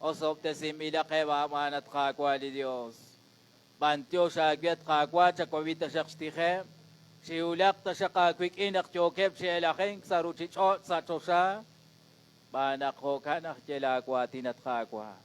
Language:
Kekchí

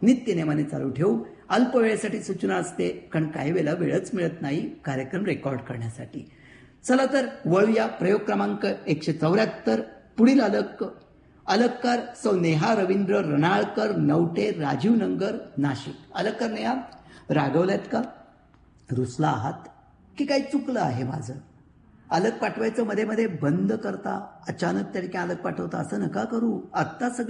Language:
Marathi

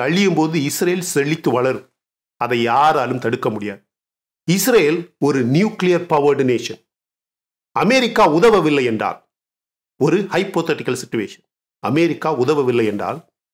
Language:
Tamil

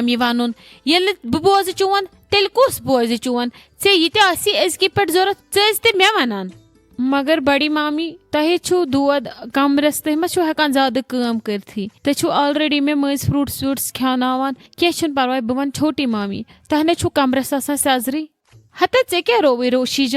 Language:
Kashmiri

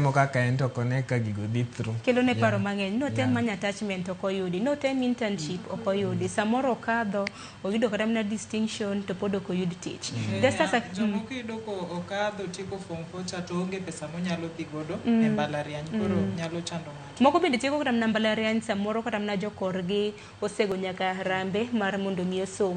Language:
Luo (Kenya and Tanzania)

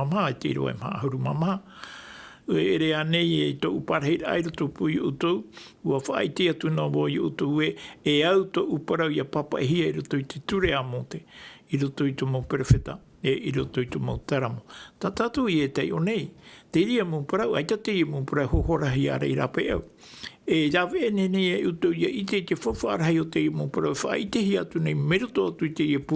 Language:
Tahitian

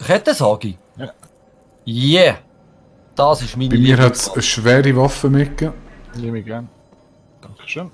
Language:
Swiss German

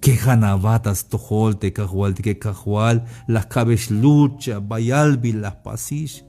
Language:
Tzeltal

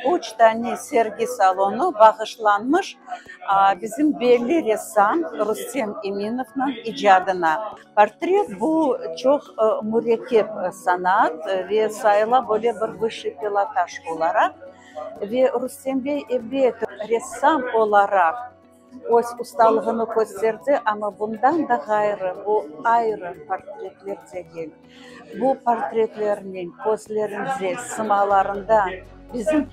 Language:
Crimean Tatar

